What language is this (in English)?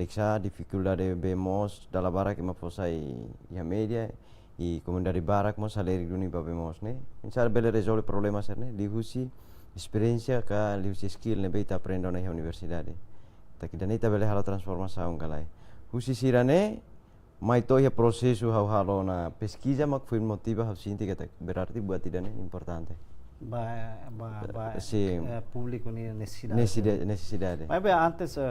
Tetum